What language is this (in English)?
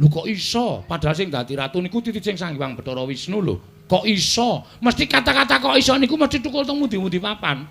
Javanese